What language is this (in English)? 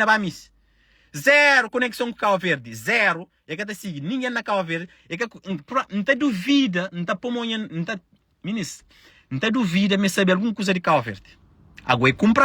Kabuverdianu